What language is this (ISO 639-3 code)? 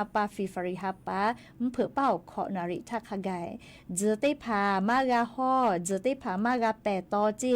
lhu